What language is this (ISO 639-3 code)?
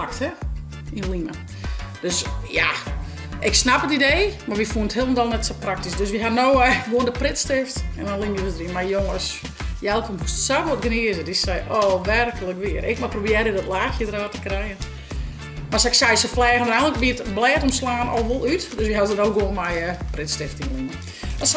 fry